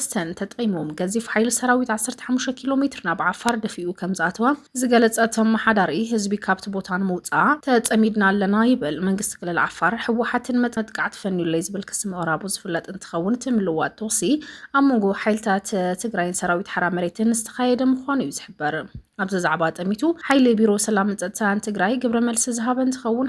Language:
Tigrinya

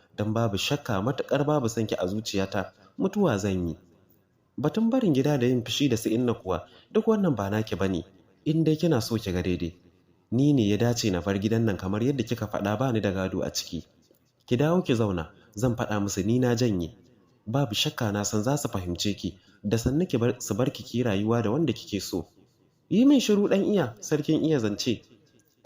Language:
Hausa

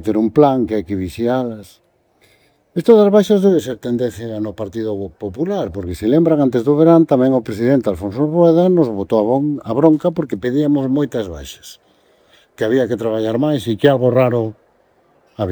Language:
Galician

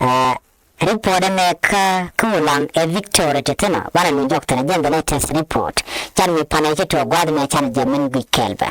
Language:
Nuer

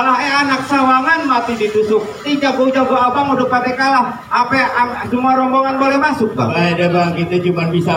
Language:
Betawi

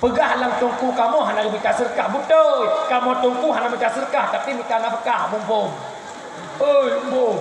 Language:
Achinese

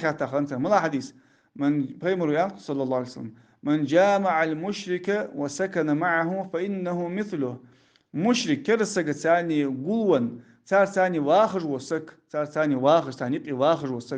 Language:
Ingush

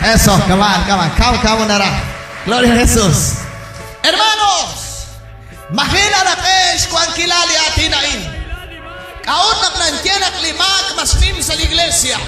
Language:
Kekchí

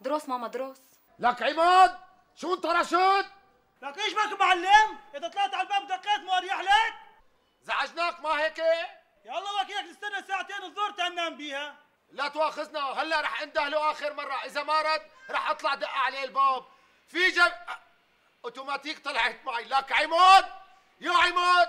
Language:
North Levantine Arabic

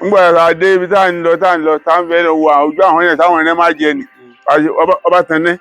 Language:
Yoruba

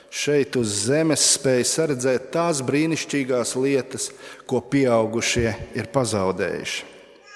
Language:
Latvian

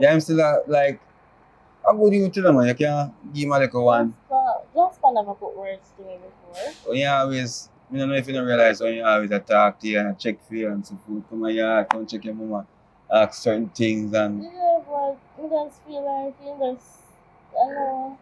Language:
Jamaican Creole English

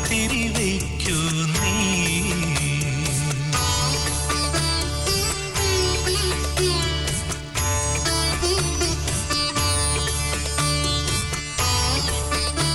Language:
Malayalam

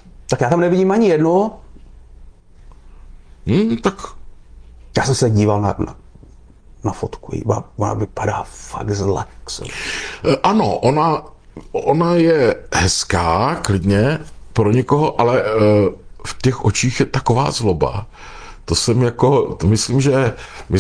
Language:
Czech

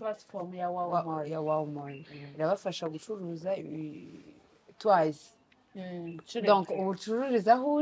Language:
Kinyarwanda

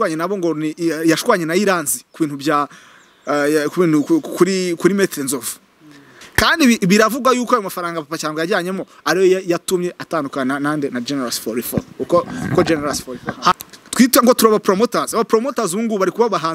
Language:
Kinyarwanda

